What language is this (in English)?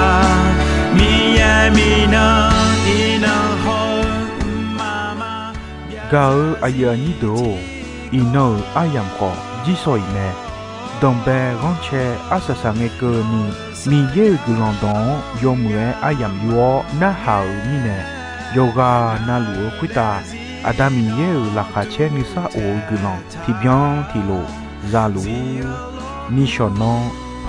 Akha